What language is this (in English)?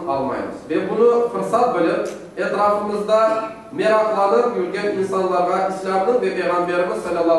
Crimean Tatar